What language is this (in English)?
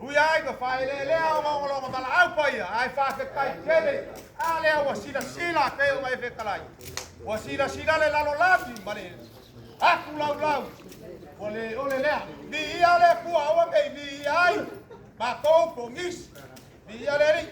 Samoan